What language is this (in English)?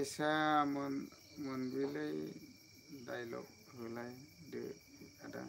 Bodo